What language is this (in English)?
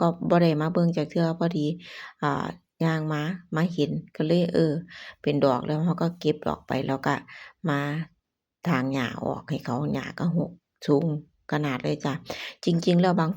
Lao